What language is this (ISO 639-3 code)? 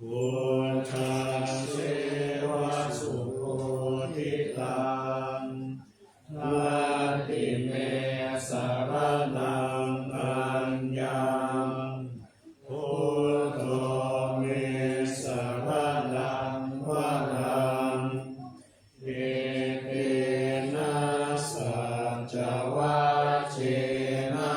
pli